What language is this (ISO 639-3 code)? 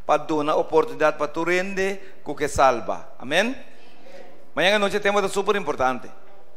pap